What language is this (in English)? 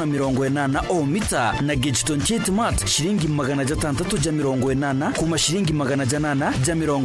Meru